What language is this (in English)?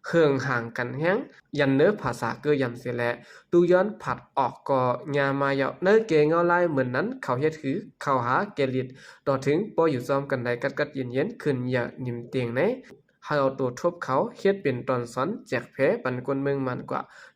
Shan